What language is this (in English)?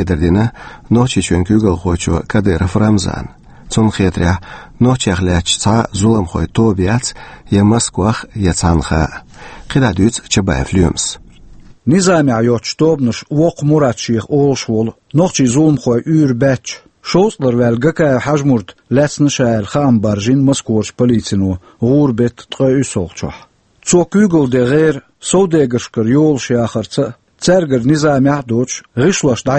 Chechen